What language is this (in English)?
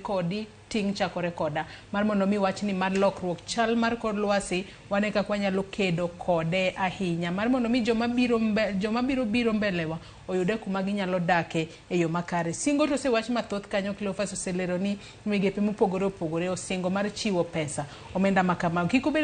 Luo (Kenya and Tanzania)